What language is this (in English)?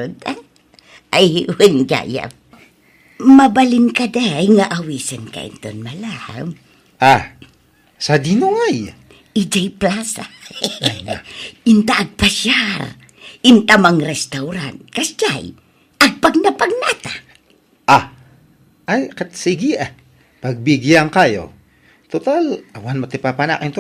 Iloko